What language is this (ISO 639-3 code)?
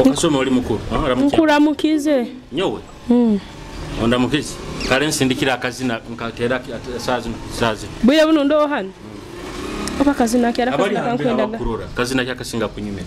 nyo